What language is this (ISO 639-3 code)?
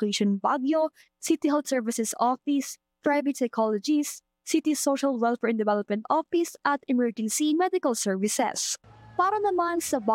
fil